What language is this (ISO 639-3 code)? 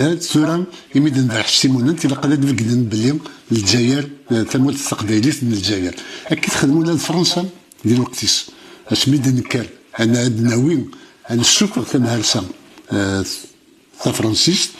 kab